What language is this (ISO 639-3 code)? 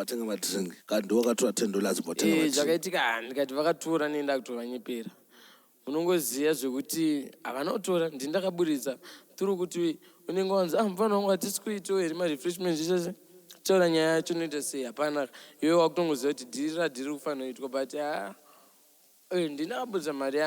sna